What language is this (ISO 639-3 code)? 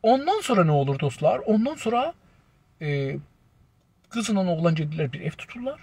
azb